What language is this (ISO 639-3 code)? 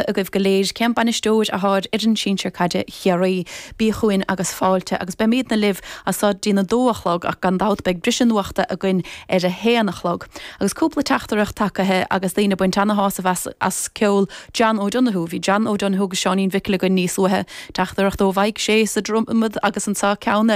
gle